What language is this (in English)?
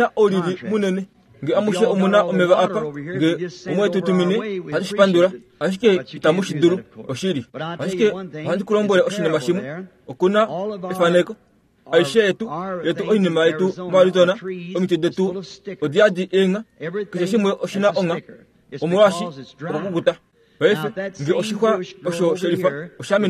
Kuanyama